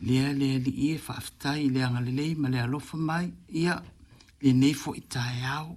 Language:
Samoan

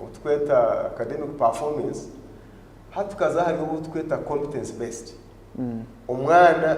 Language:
Nyankole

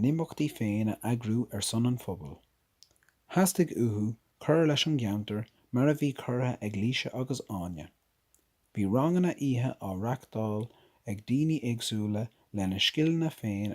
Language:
Irish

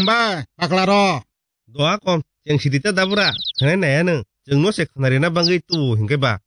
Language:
Kok Borok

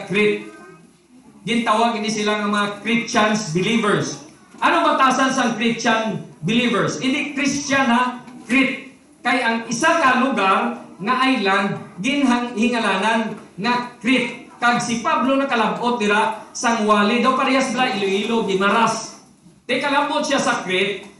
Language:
Hiligaynon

